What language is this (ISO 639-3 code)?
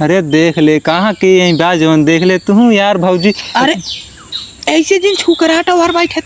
awa